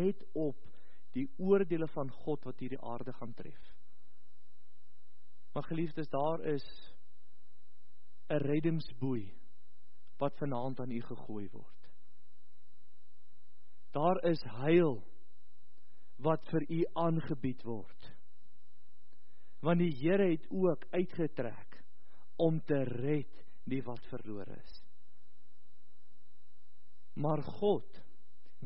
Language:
Afrikaans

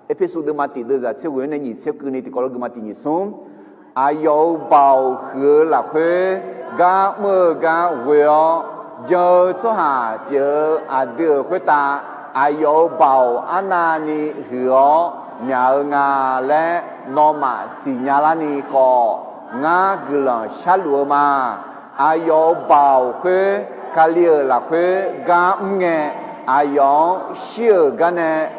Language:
Akha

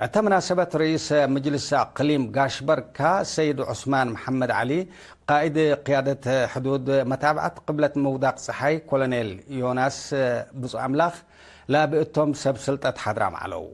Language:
Tigre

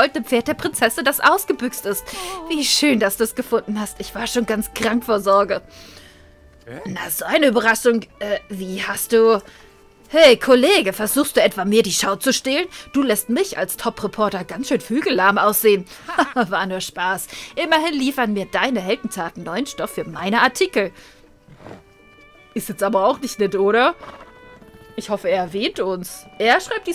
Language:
German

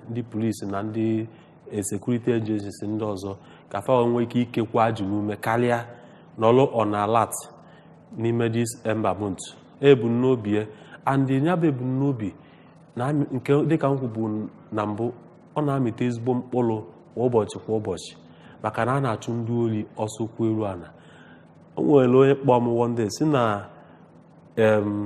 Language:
Igbo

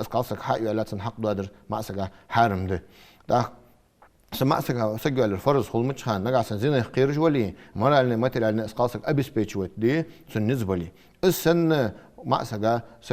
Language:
Ingush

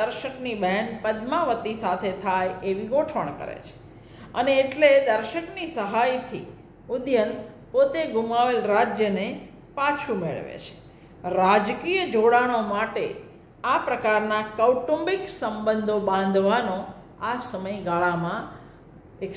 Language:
Gujarati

